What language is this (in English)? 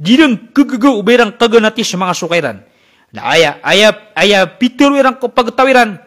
Maranao